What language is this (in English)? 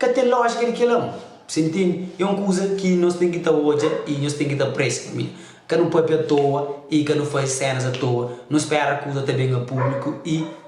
Kabuverdianu